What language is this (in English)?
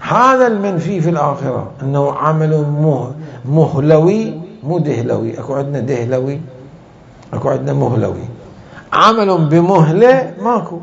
Mesopotamian Arabic